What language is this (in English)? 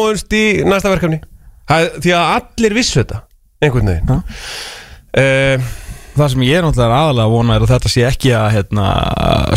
Icelandic